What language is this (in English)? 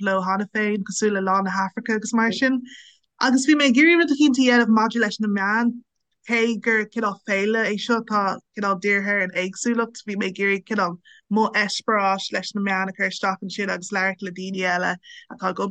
Irish